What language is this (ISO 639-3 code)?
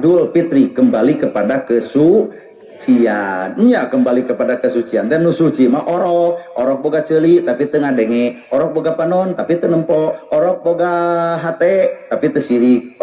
sun